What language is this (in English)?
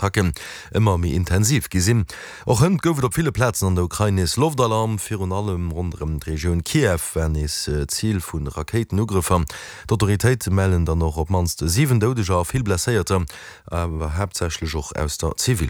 Luxembourgish